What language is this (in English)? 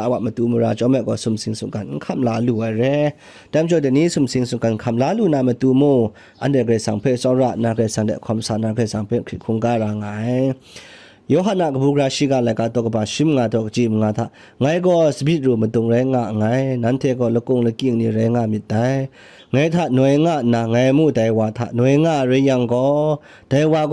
Kachin